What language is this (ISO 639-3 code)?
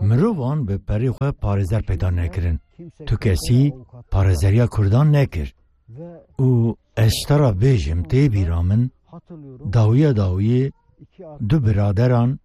kur